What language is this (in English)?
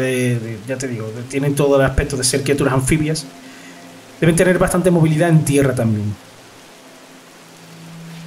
Spanish